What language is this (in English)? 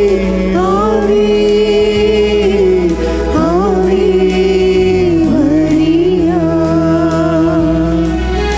Malayalam